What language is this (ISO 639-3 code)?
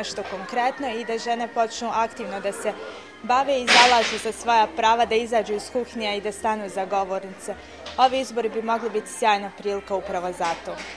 bos